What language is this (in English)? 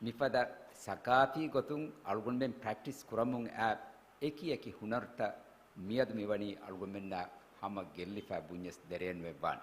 Divehi